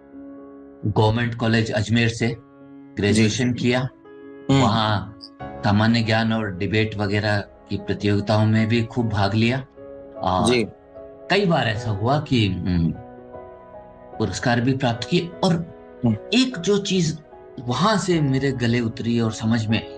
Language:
Hindi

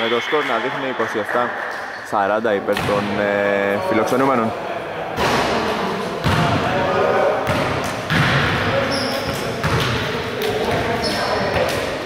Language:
Greek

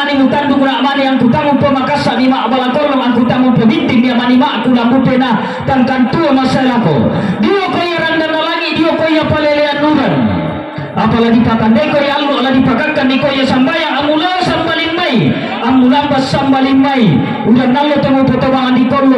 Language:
Toraja-Sa'dan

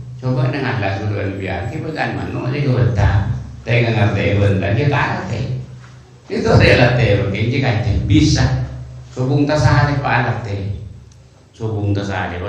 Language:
Madurese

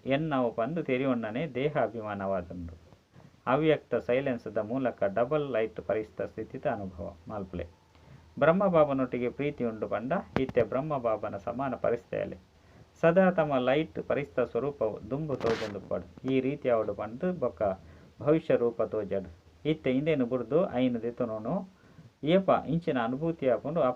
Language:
Tulu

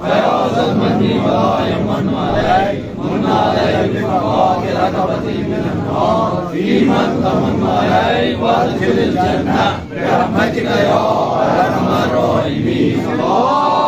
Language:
Kashmiri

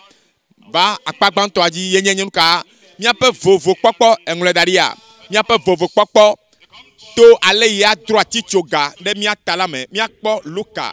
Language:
Ewe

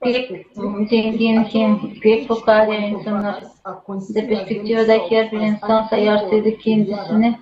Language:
Gagauz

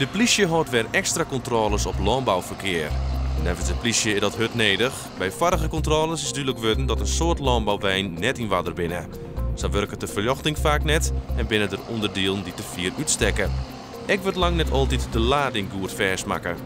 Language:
Western Frisian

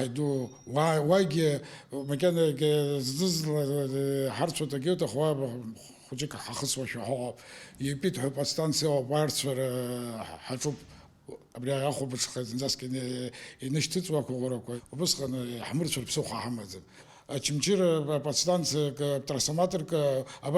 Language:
Abkhazian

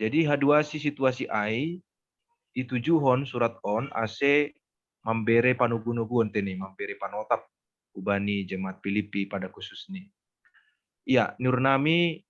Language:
Batak Simalungun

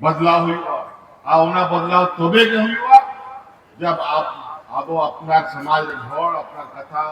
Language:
Santali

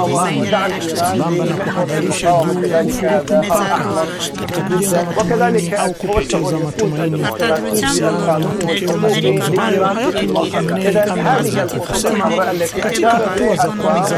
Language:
Swahili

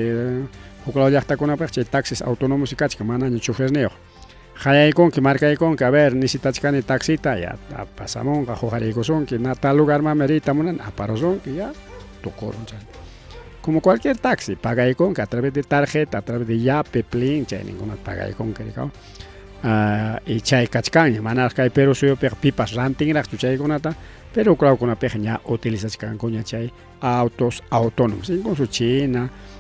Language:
Ayacucho Quechua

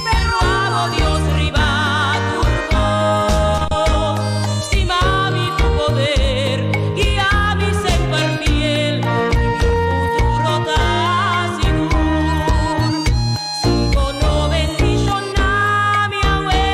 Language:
Papiamento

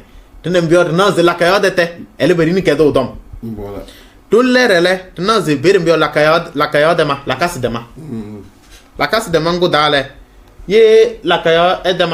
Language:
Kabiyè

